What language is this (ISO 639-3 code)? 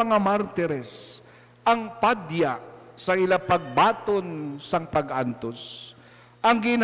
hil